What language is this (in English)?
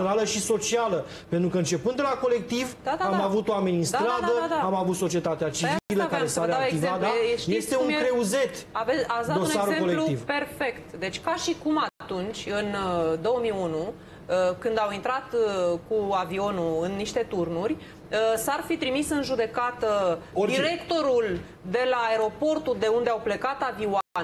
Romanian